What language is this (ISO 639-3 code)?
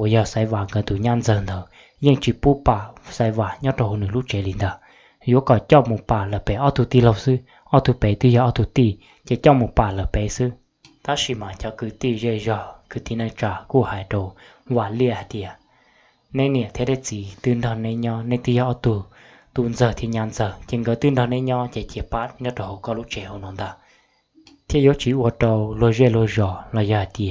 hmn